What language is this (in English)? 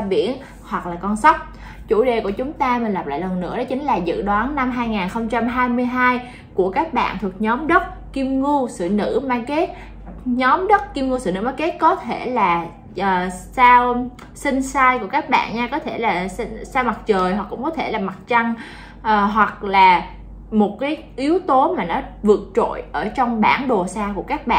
Vietnamese